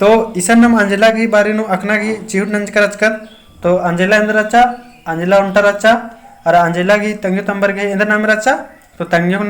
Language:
Kurukh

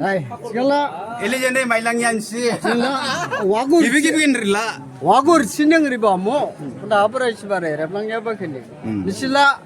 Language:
Dimasa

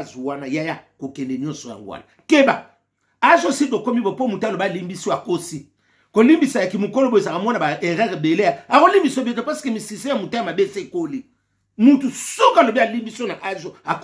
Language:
Lingala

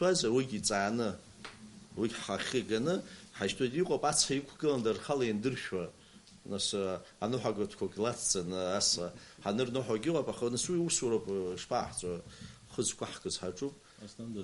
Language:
Abkhazian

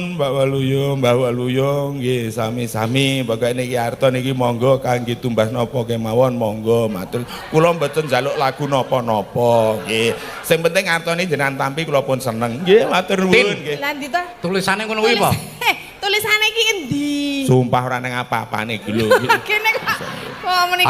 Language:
Javanese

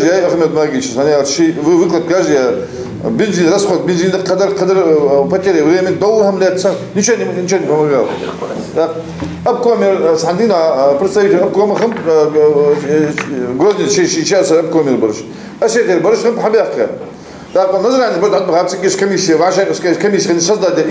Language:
Ingush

